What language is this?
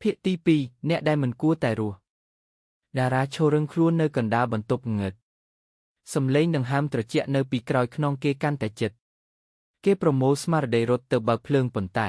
Khmer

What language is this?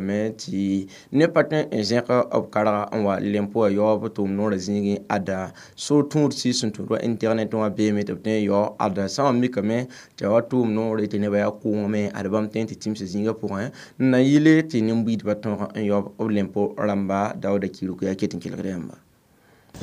Mossi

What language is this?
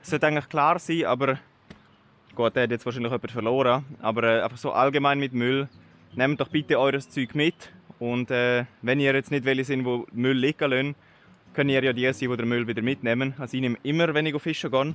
Swiss German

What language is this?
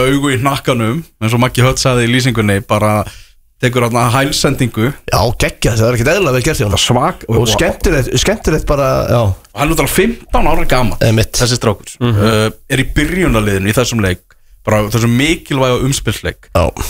Icelandic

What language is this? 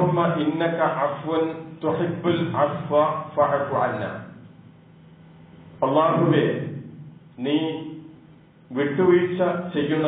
Malayalam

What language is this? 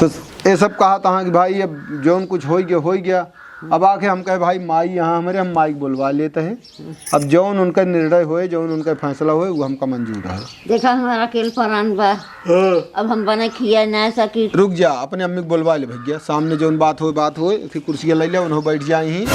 Awadhi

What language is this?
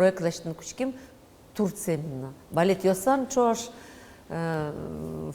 Udmurt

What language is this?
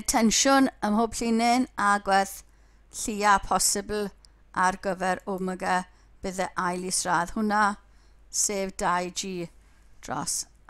Welsh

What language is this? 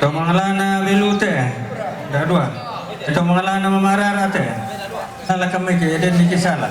Toraja-Sa'dan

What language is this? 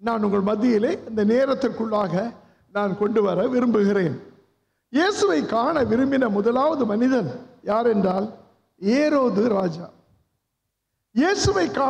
Tamil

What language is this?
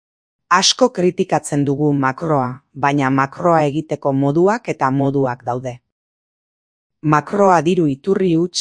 Basque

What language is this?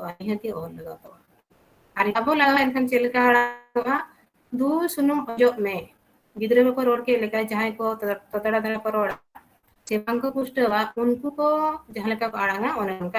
Santali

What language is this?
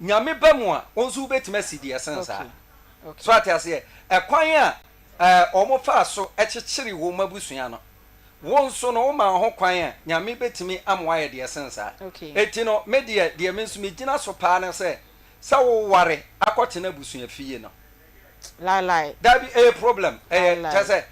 Akan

